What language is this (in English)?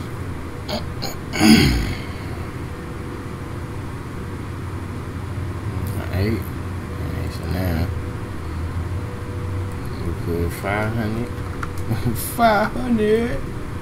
English